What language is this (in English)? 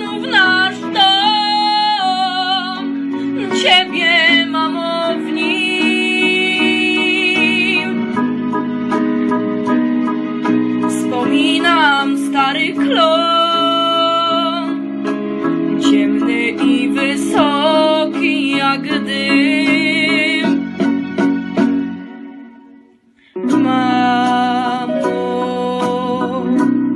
Polish